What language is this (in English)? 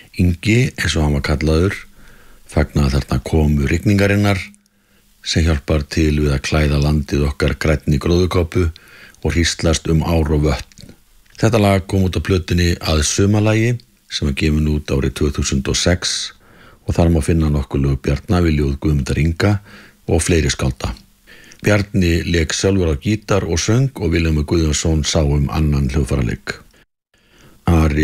Icelandic